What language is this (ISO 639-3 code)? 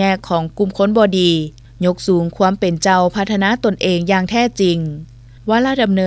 lao